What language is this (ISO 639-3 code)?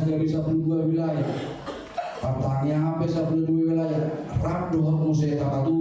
bbc